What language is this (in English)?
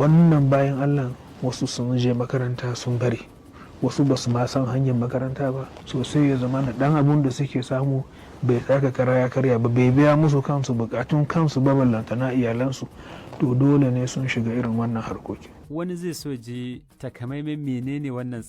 Hausa